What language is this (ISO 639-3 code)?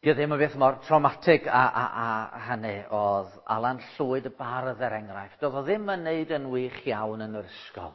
cym